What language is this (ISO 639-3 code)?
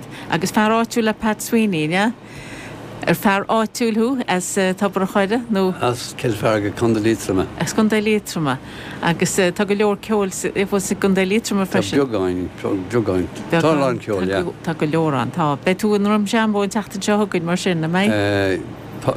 gle